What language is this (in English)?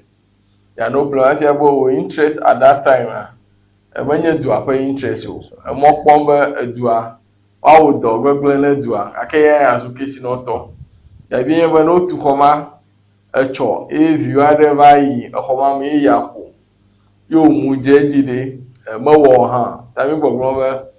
Ewe